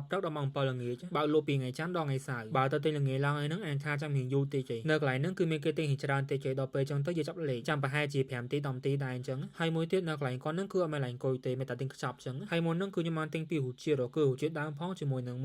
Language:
Khmer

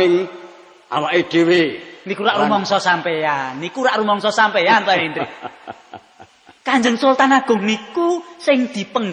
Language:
Javanese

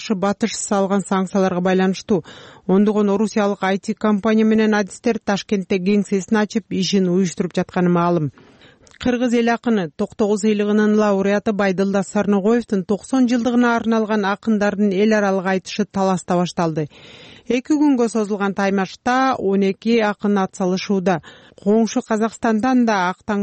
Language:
Kyrgyz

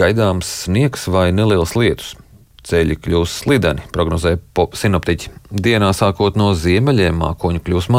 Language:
Latvian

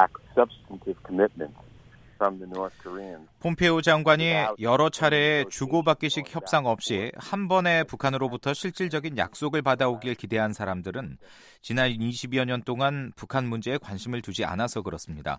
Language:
Korean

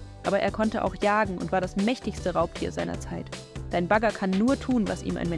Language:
Swiss German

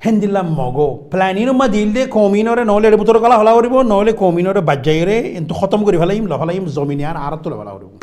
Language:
Rohingya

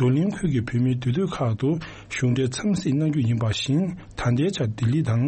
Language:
Tibetan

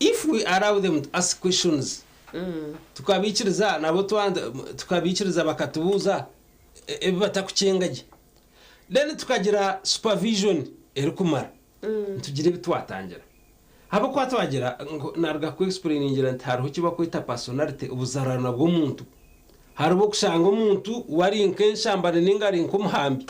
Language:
Nyankole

